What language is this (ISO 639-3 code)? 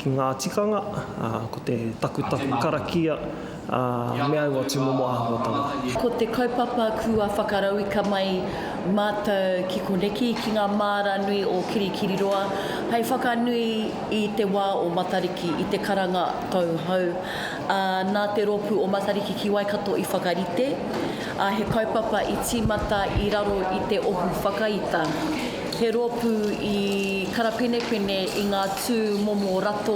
mri